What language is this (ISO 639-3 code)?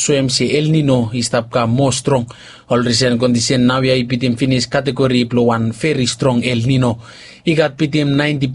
bis